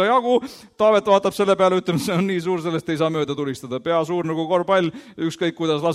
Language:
Estonian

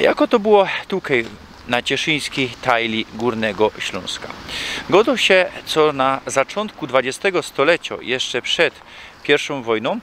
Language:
Silesian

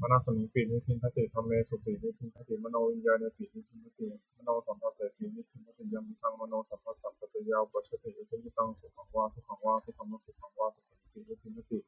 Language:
Pali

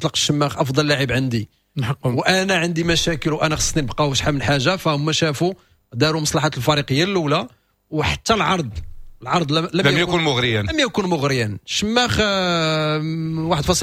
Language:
Moroccan Arabic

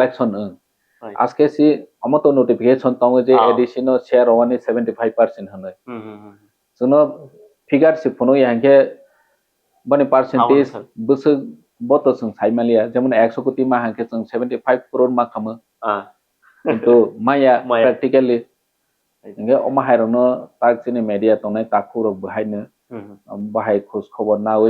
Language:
Kok Borok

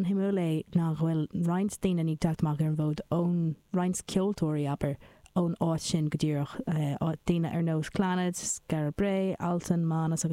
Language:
Irish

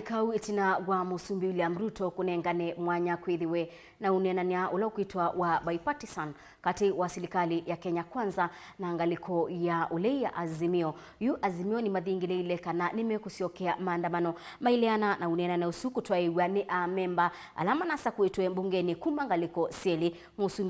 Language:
Kamba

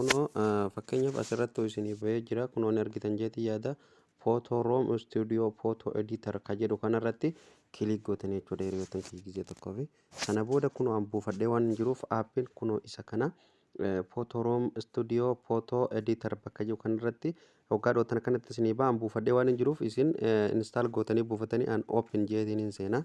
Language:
Oromo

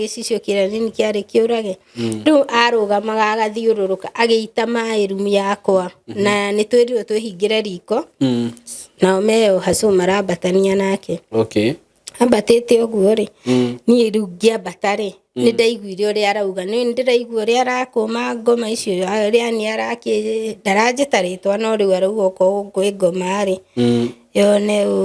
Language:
Kikuyu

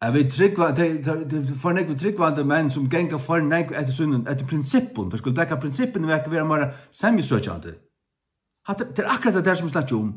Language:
Faroese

